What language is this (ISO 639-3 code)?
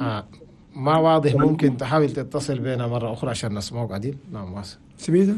shu